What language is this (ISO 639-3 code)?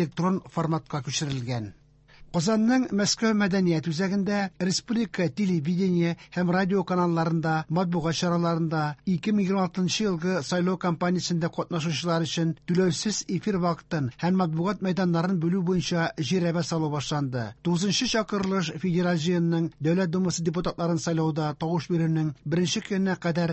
tat